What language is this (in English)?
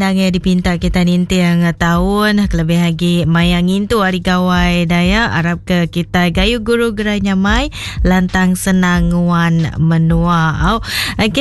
Iban